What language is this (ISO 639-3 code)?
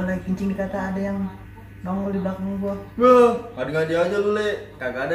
bew